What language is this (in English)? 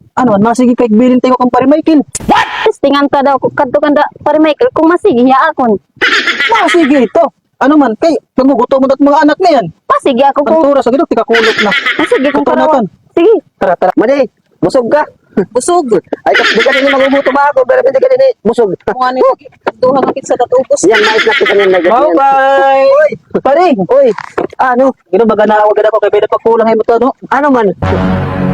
Waray